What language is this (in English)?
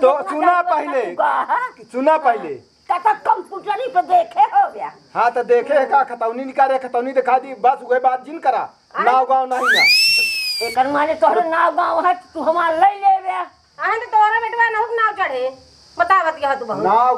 Awadhi